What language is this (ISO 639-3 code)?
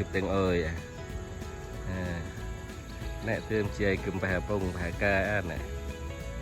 cmo